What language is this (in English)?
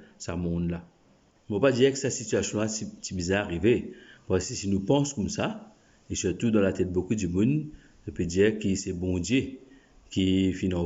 Morisyen